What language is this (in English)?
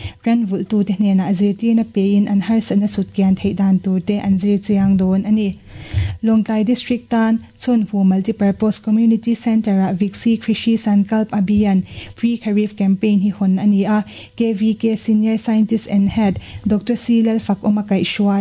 Mizo